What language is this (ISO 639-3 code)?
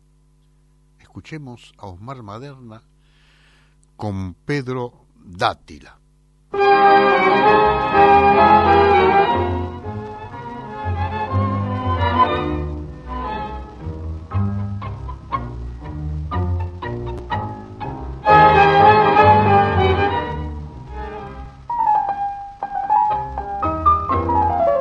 spa